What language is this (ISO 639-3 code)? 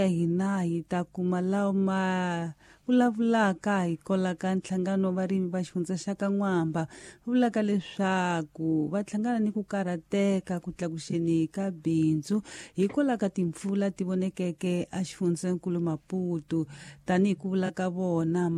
tso